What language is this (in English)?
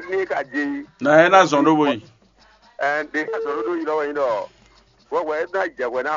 Fon